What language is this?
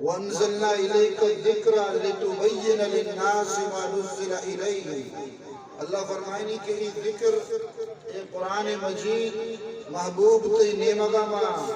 Eastern Balochi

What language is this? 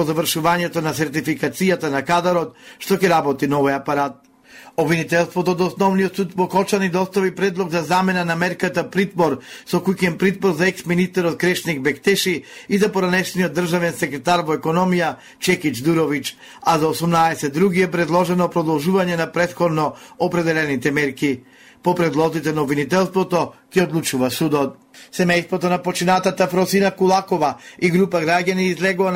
Macedonian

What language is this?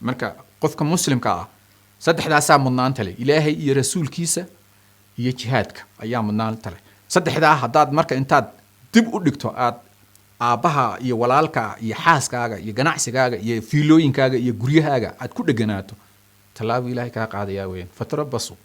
Somali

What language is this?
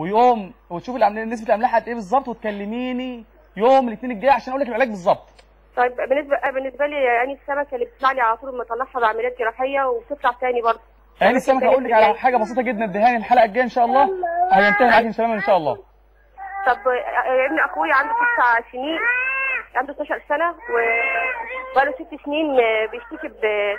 Egyptian Arabic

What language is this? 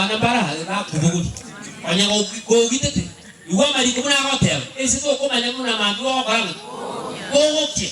Gusii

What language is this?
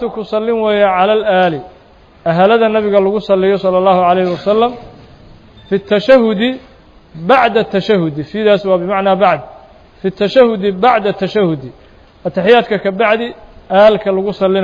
Somali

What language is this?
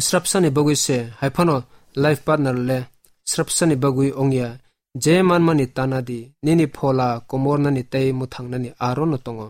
Kok Borok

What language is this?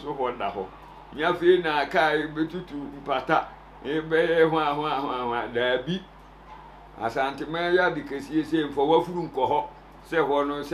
Akan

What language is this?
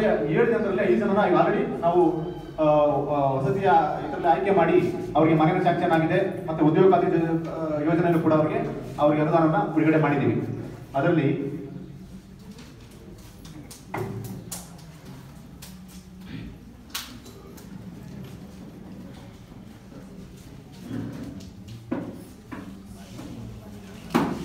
Kannada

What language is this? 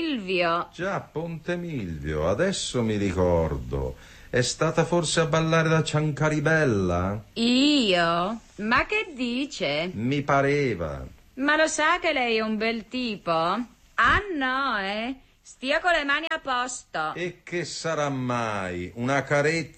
Italian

